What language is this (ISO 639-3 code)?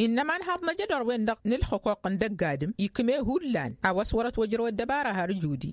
taq